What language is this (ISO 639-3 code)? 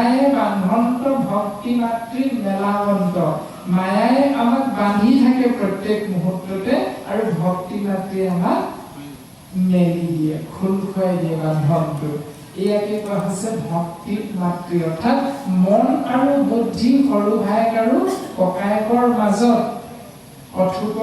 asm